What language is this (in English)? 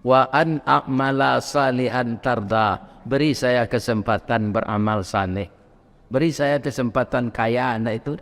Minangkabau